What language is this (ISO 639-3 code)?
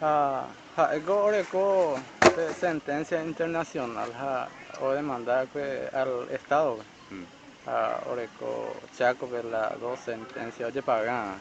grn